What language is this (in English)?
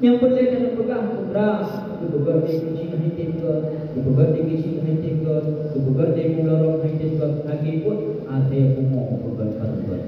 Achinese